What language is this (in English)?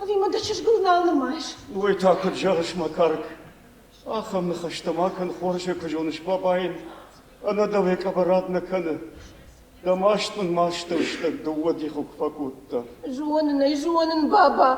Ossetic